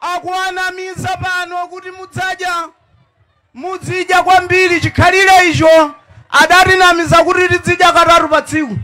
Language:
Nyanja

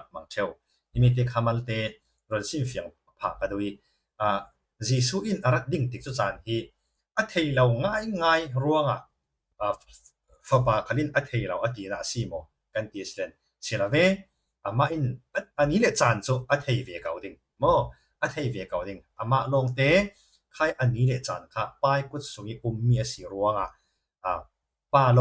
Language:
Falam Chin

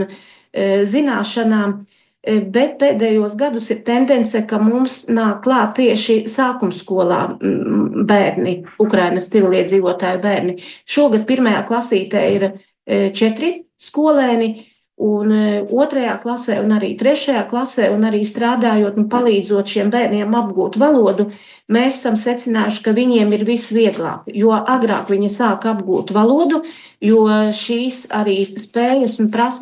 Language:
Latvian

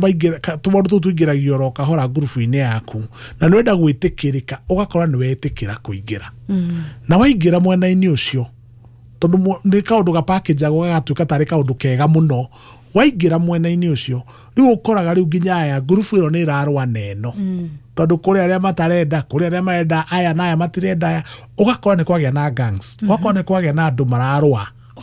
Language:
Kikuyu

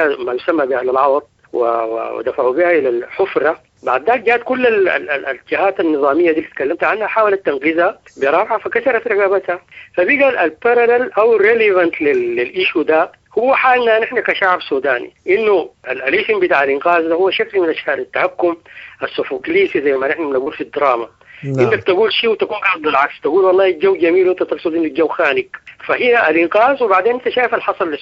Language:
Sudanese Arabic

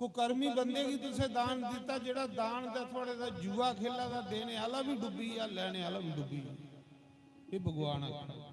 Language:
Dogri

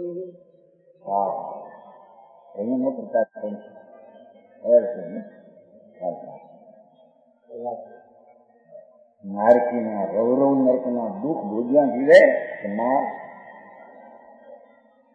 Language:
Gujarati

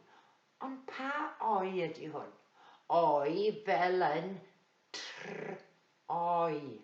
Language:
Welsh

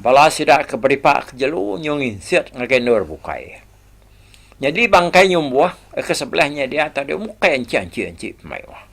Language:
Iban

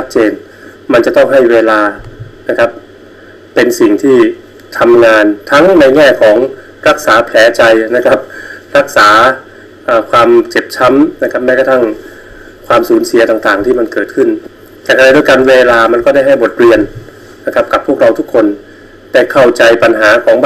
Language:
Thai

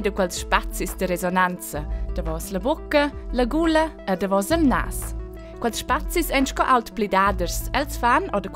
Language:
Romansh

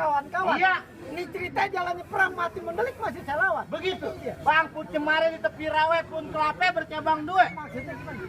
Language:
Betawi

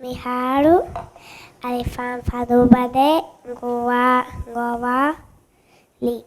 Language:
Divehi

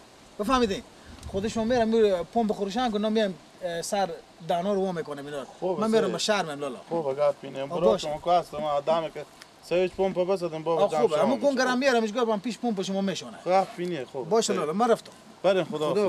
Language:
Persian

